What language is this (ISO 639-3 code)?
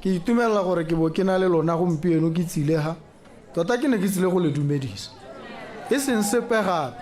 tsn